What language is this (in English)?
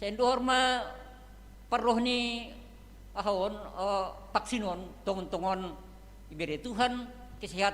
Batak Simalungun